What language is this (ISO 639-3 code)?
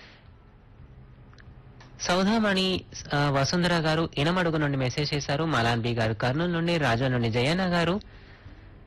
tel